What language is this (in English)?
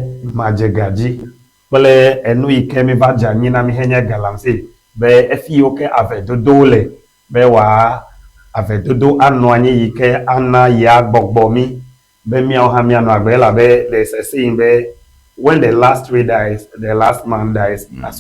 Ewe